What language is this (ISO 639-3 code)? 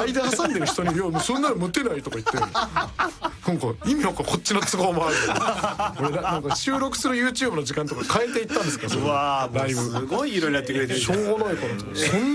jpn